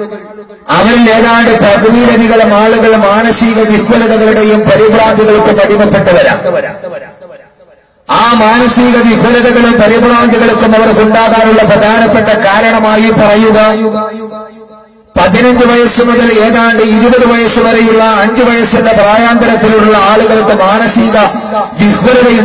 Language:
Malayalam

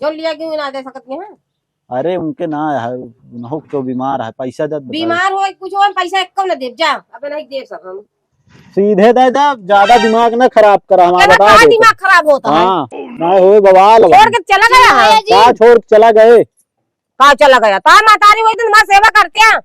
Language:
Awadhi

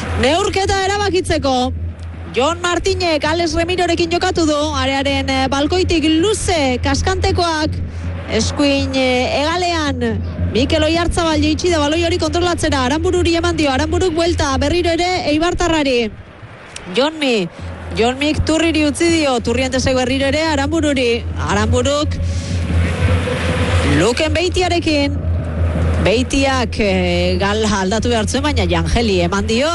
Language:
Basque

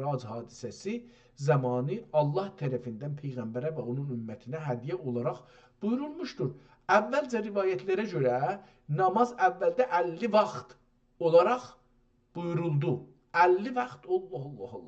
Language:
South Azerbaijani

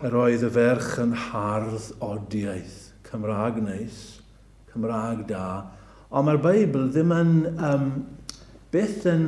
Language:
Welsh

